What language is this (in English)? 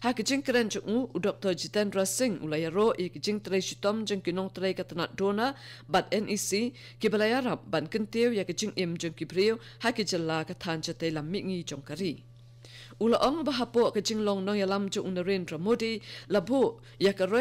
Khasi